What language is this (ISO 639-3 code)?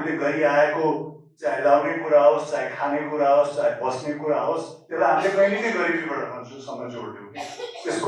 nep